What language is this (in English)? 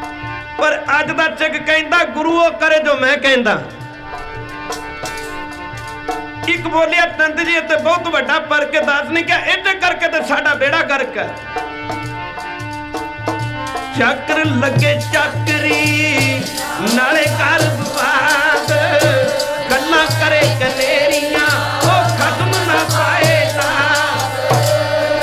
Punjabi